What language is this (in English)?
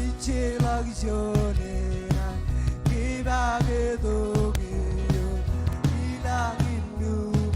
Marshallese